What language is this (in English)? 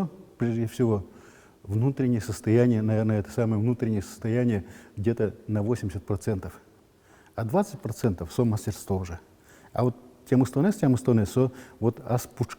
Udmurt